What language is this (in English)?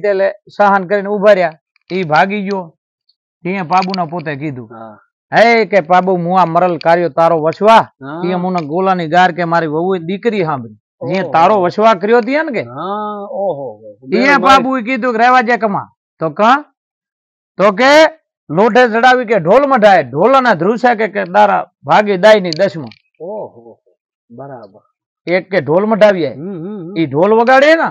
Gujarati